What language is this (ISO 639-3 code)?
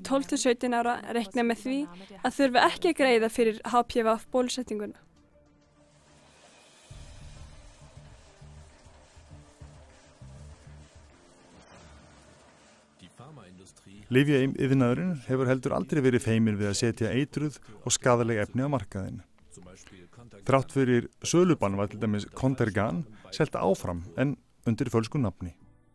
isl